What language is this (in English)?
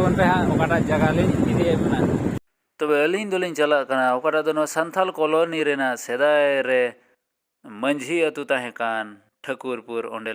Santali